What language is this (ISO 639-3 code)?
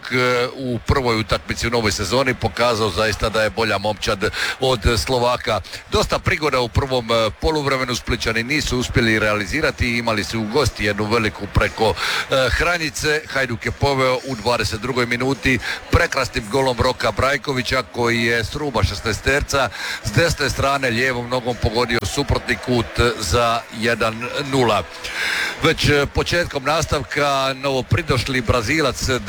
hrv